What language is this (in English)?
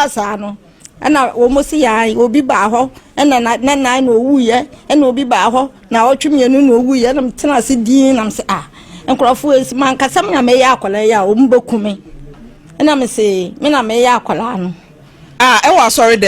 Akan